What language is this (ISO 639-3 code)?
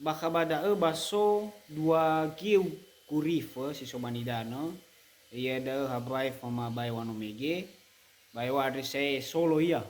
nia